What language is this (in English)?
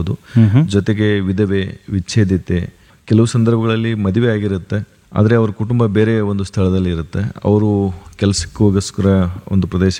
Kannada